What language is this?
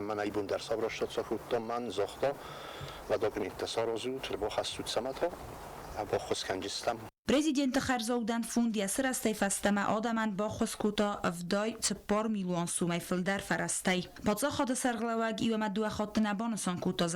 Ossetic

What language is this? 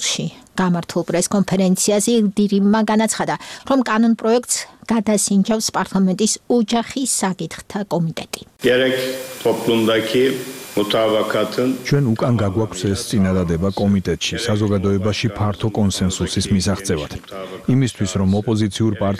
Georgian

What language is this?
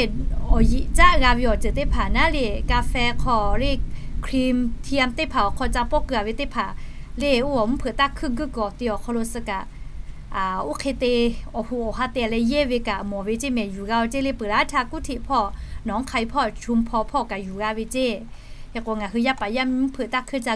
Lahu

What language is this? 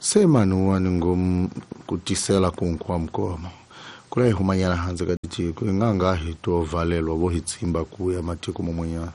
Tsonga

